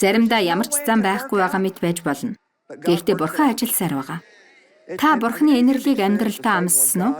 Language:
Mongolian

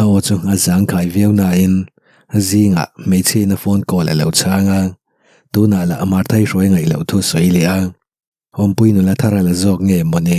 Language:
Mizo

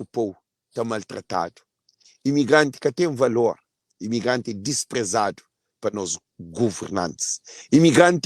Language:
Kabuverdianu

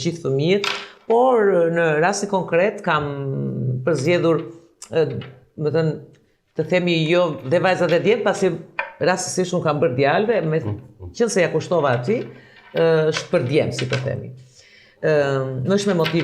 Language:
Albanian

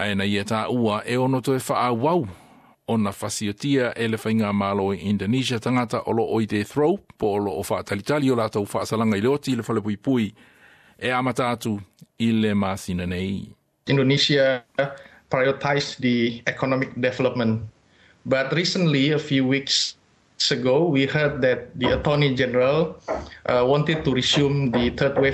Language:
Samoan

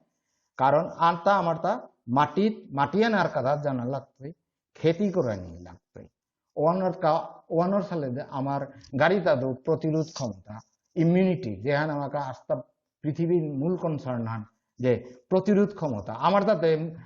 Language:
Bishnupriya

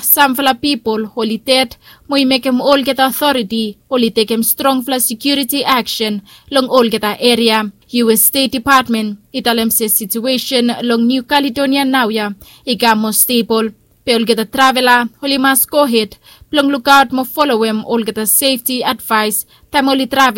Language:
Bislama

